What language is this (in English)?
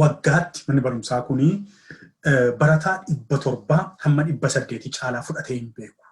Oromo